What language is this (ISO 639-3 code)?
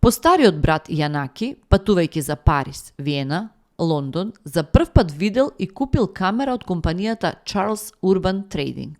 mkd